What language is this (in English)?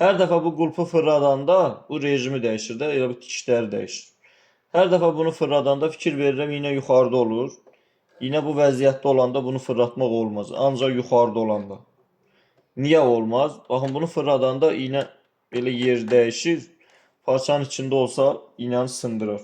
Azerbaijani